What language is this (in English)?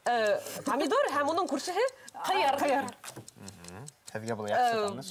Bashkir